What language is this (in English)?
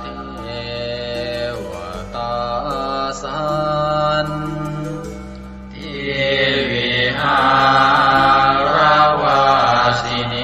Pali